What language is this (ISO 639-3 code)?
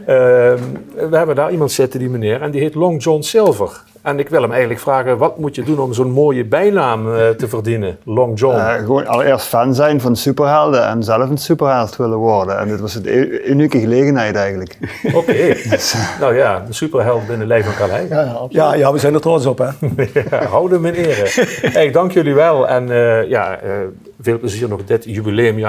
lim